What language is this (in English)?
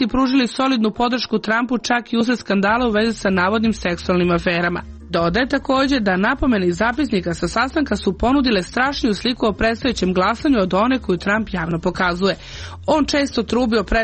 Serbian